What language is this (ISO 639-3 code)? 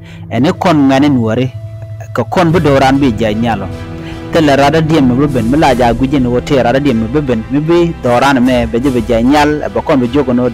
nus